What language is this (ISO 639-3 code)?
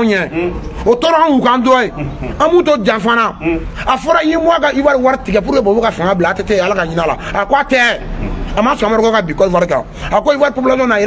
bam